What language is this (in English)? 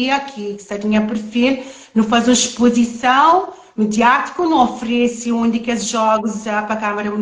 Kabuverdianu